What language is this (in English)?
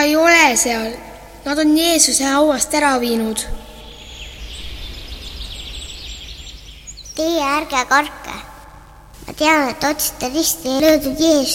Estonian